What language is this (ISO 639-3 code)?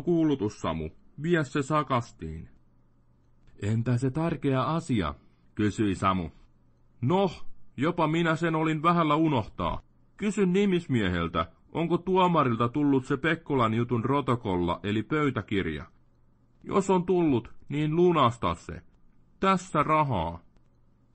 fin